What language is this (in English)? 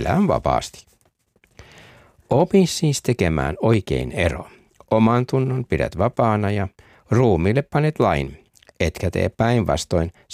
Finnish